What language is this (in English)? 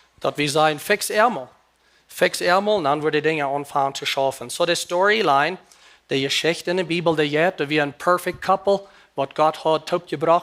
Plautdietsch